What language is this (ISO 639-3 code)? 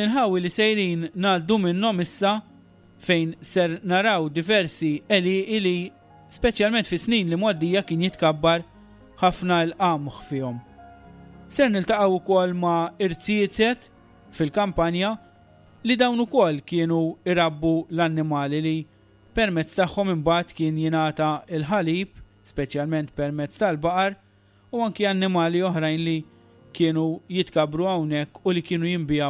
mlt